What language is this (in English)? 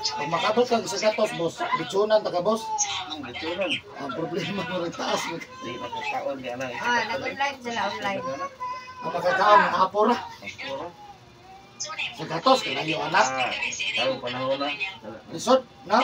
Cebuano